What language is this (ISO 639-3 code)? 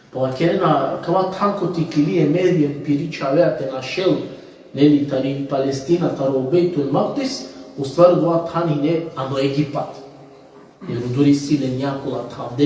rmn